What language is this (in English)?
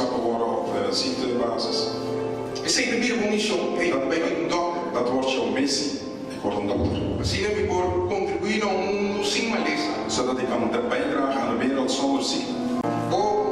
Papiamento